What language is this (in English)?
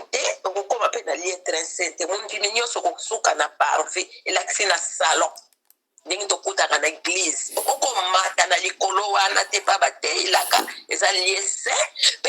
Lingala